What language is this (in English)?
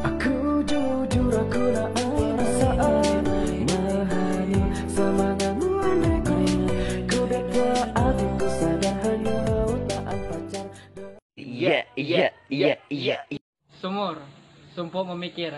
Ma'anyan